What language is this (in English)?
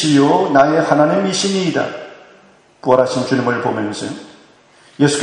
Korean